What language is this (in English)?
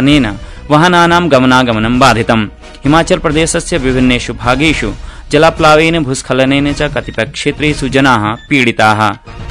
Sanskrit